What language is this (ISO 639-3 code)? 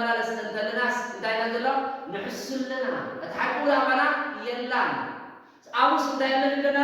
tir